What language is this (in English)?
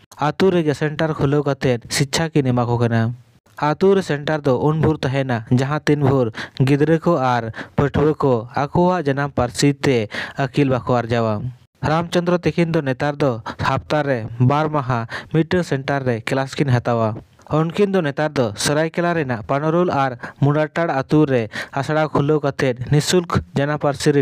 Santali